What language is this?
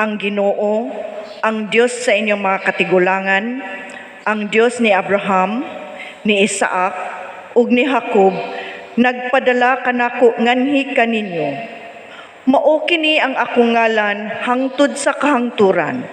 Cebuano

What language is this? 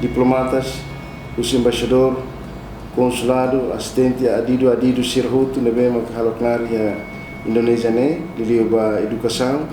Tetum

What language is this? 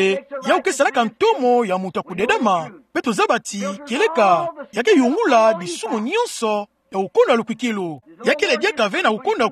Kituba (Democratic Republic of Congo)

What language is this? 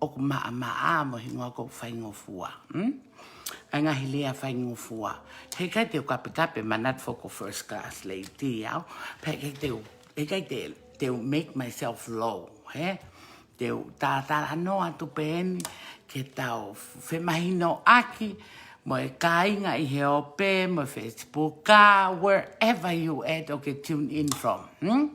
Tongan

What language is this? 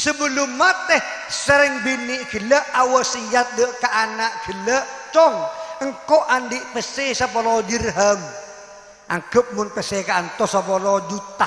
Madurese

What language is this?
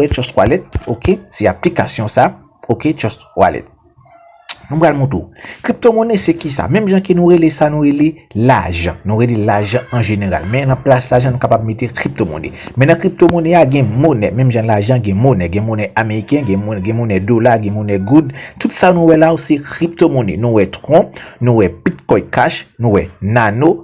Haitian Creole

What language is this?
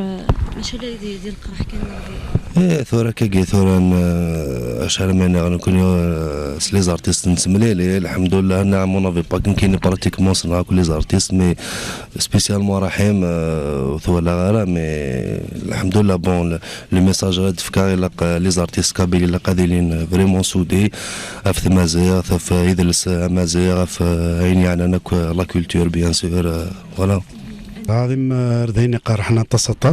Kabyle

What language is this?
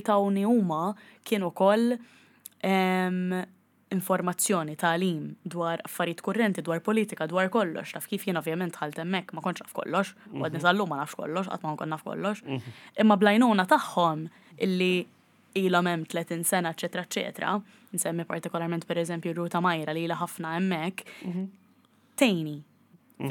Maltese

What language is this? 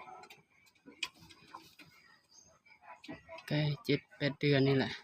Lao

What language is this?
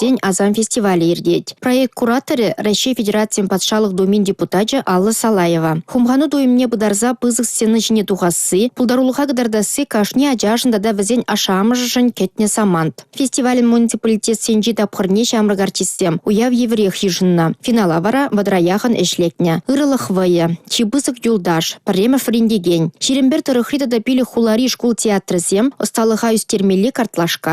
Chuvash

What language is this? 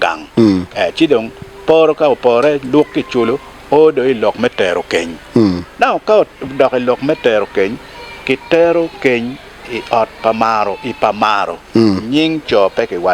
Acoli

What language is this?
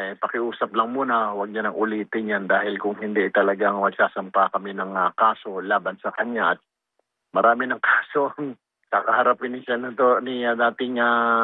Filipino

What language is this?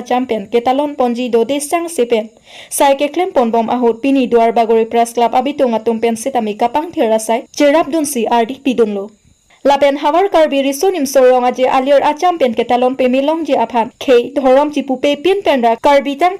Karbi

